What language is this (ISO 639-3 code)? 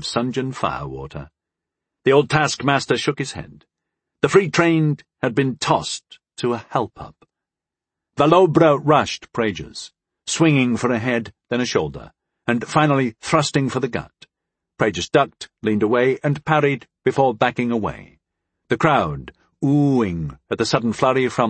eng